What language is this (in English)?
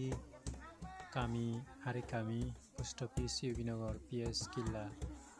Kok Borok